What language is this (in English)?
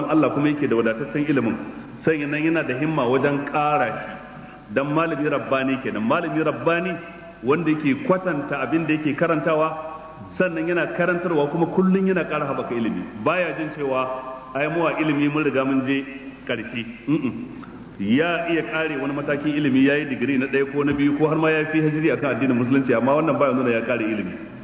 Hausa